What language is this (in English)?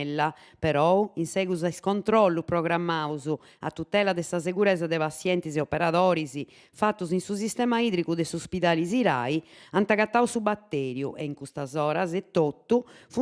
Sardinian